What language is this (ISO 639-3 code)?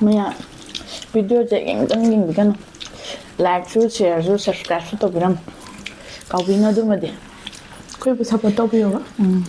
mni